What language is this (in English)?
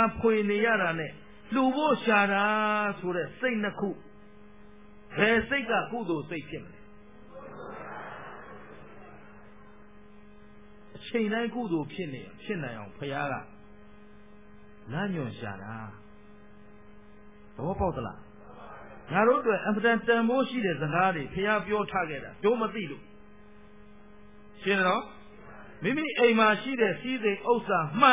Burmese